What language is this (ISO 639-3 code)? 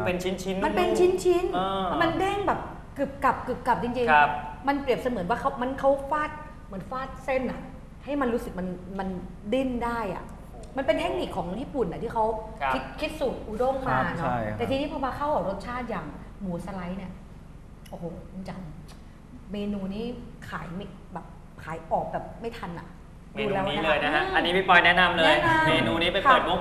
tha